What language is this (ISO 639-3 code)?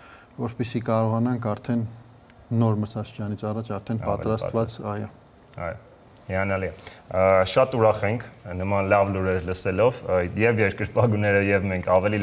hye